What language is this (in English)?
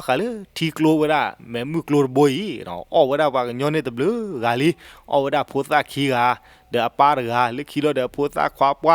S'gaw Karen